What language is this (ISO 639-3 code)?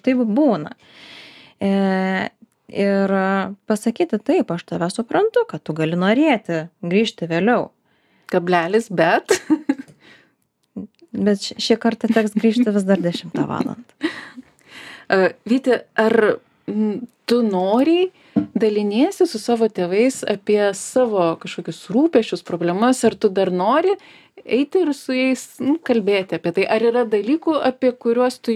lit